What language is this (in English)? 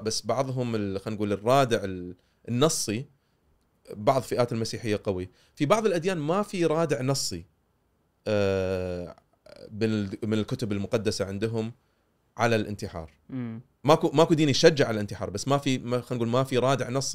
Gulf Arabic